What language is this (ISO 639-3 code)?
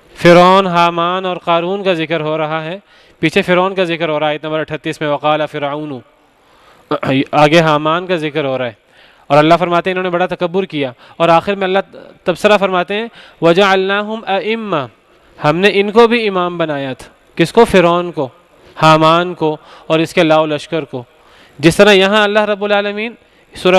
urd